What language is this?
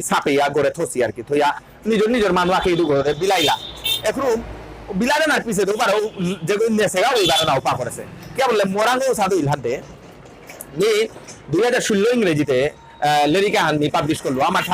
Bishnupriya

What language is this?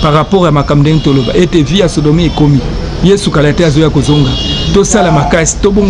Lingala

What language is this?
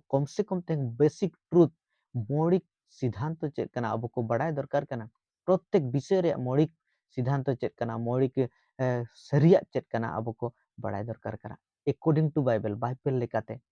Santali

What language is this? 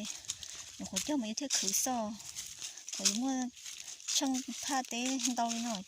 Hmong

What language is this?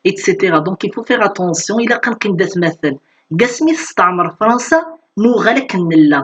Kabyle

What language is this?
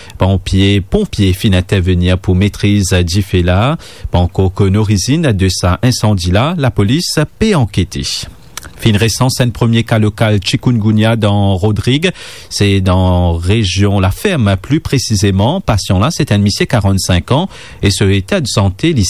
Morisyen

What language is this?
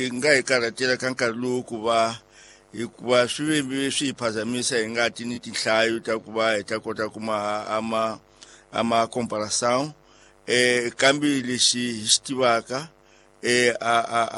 Tsonga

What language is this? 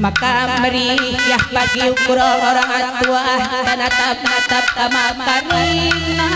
Batak Karo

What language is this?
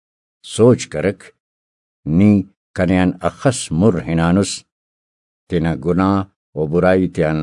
Brahui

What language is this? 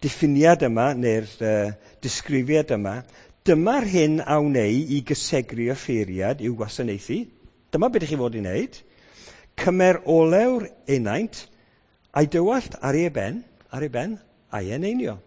Welsh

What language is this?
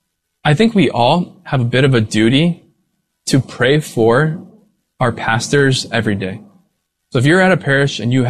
English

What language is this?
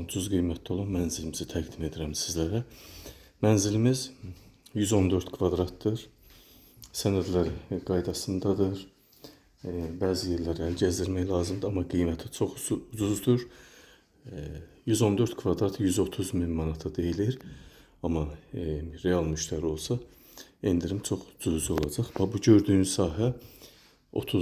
Azerbaijani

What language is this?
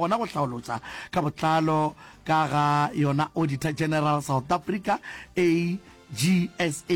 Northern Sotho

